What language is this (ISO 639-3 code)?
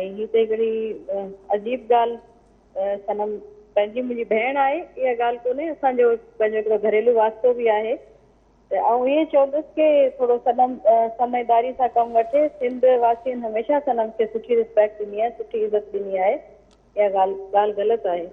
snd